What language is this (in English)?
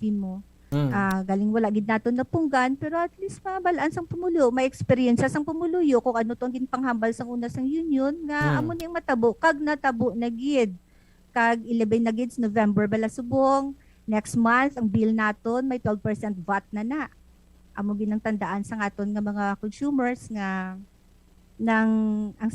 Hiligaynon